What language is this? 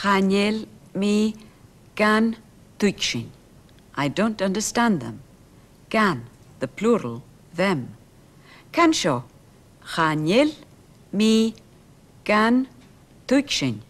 Scottish Gaelic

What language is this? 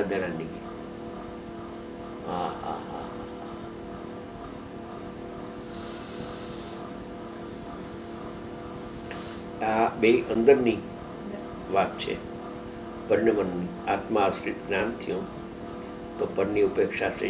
Gujarati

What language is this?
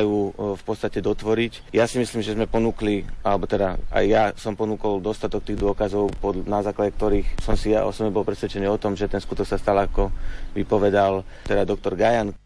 Slovak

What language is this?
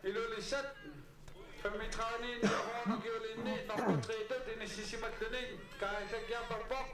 Kalaallisut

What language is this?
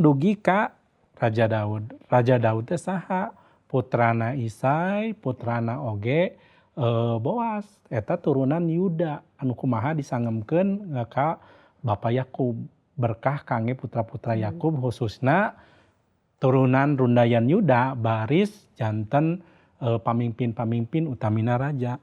Sundanese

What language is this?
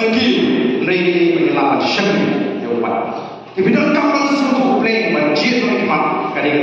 Khasi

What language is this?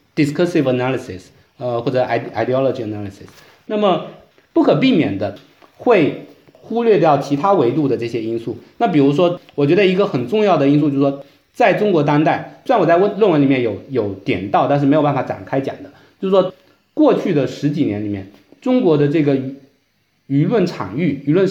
Chinese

